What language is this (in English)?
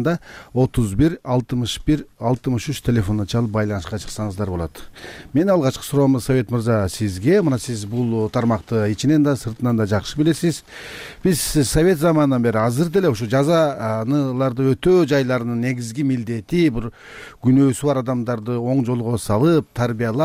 Kyrgyz